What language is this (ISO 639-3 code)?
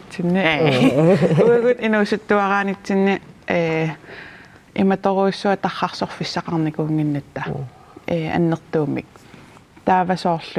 kal